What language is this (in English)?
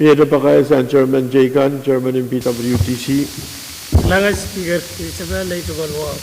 Pohnpeian